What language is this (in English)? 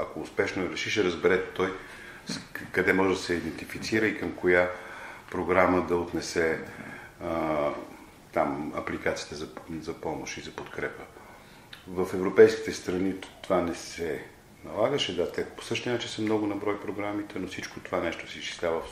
Bulgarian